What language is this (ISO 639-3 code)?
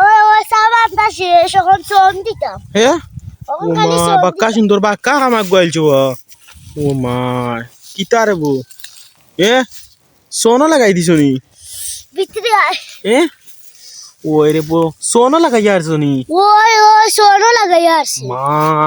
syl